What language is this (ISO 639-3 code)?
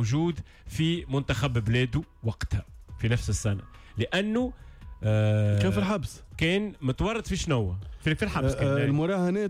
aeb